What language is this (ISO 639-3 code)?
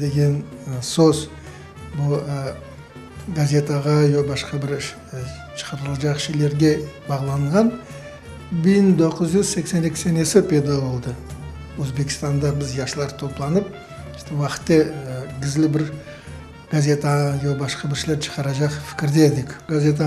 crh